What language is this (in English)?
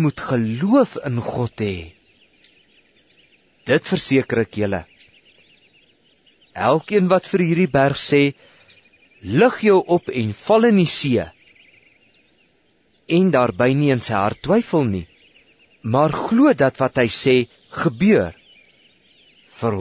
Afrikaans